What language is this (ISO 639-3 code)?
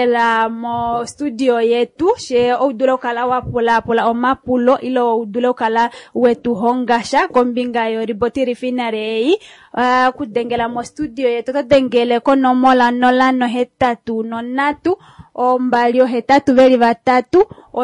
kua